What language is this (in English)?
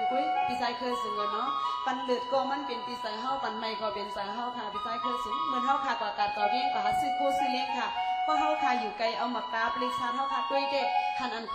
Shan